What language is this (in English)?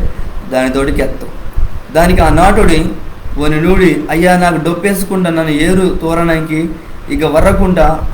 Koya